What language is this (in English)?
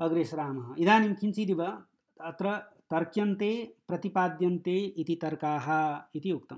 Sanskrit